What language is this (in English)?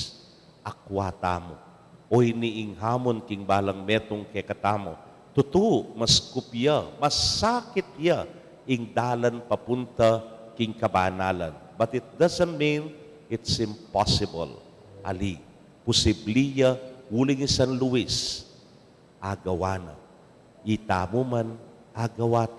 Pampanga